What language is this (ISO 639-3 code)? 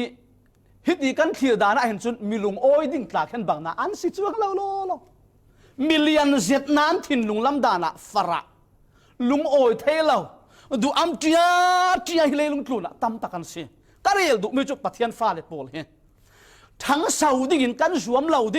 cfm